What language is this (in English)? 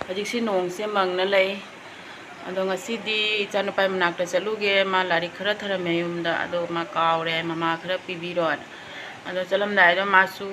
Manipuri